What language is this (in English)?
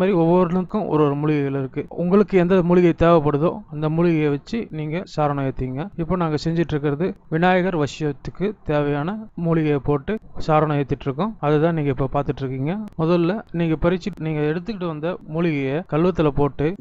Tamil